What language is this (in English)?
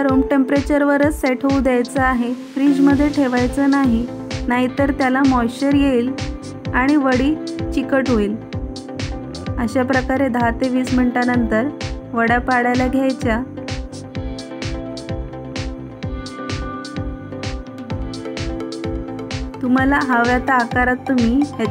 Marathi